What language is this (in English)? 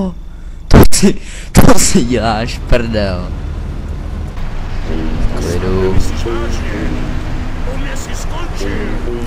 Czech